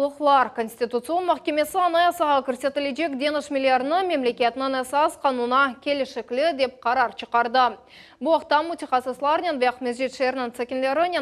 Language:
Crimean Tatar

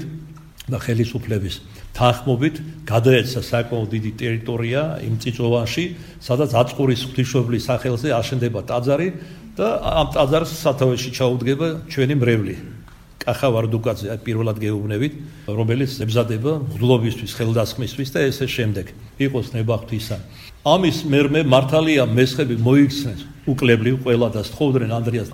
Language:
Georgian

